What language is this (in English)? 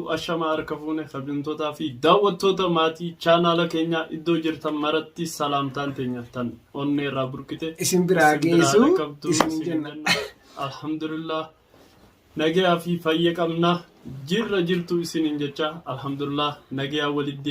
Oromo